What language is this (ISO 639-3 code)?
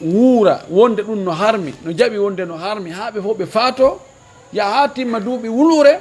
ful